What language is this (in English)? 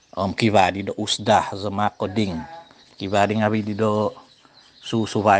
Central Dusun